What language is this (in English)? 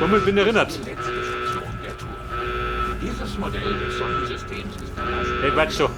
Bavarian